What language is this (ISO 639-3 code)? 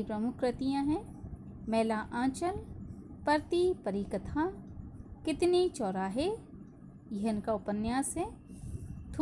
hin